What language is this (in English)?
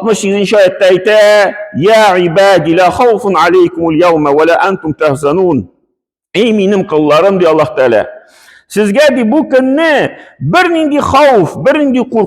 Tatar